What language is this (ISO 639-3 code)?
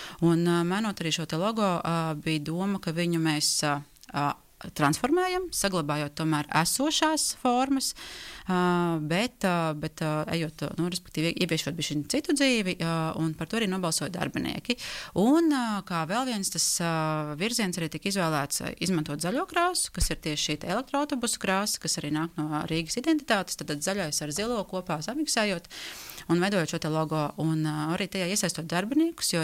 lav